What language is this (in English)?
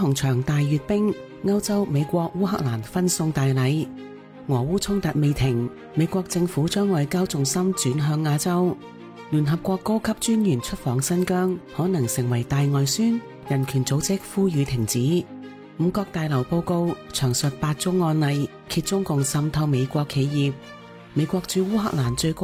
Cantonese